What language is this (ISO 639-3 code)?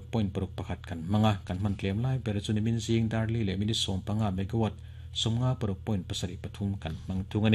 lus